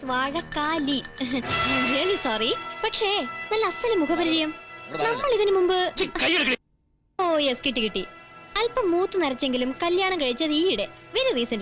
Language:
Malayalam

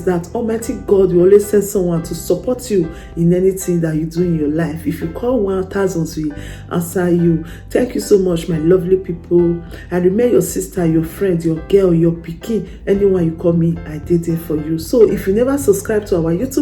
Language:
Nigerian Pidgin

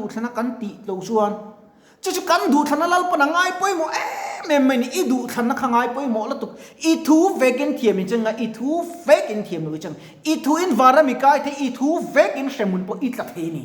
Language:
Mizo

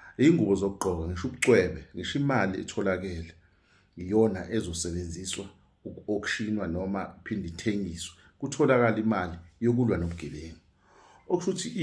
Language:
Zulu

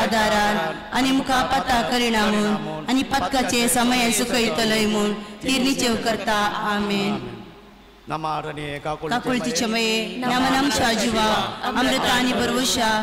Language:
Konkani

